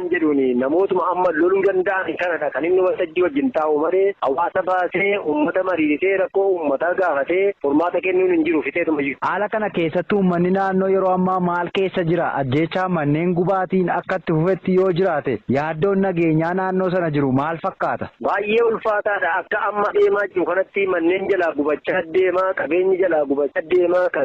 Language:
Oromo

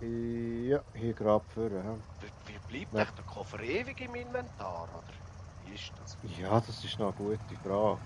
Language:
Swiss German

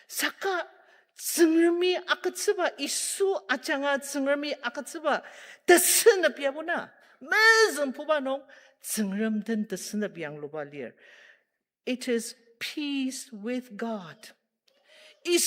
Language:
Ao Naga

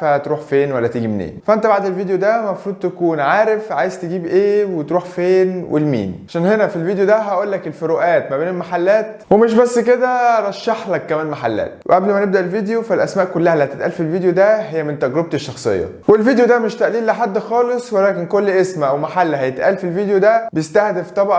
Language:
Egyptian Arabic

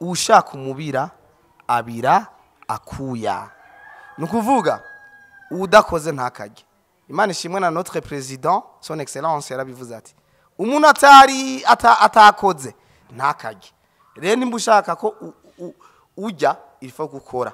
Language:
Rundi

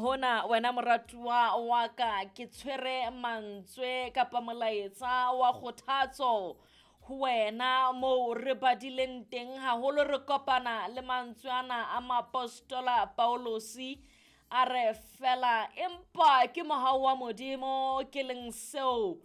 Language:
Southern Sotho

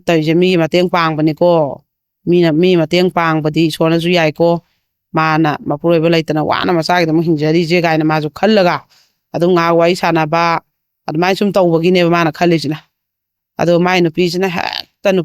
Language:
Manipuri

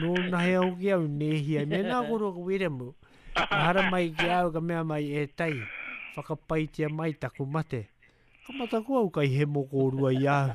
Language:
Māori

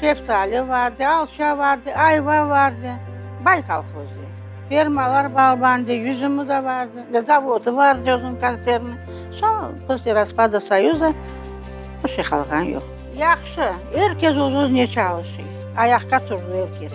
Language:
Crimean Tatar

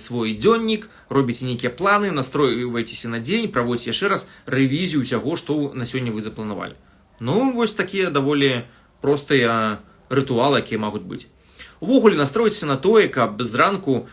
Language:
Belarusian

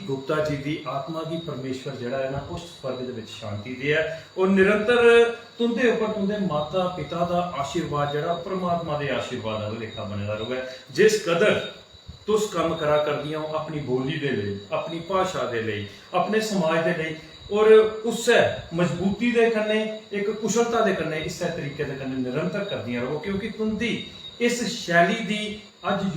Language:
Dogri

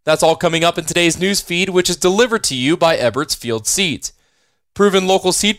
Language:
English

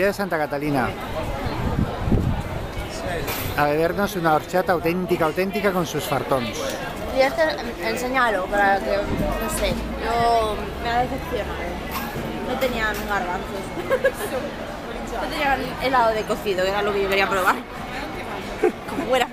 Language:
Spanish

